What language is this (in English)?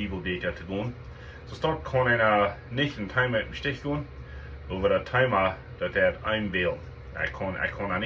Plautdietsch